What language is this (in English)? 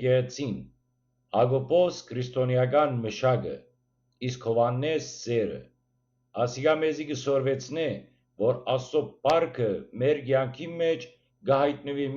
Western Armenian